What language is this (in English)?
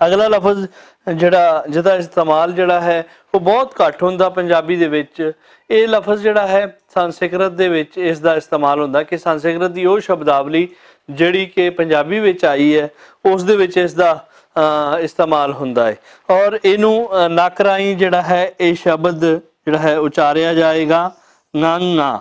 Western Panjabi